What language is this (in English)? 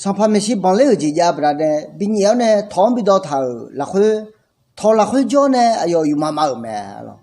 Akha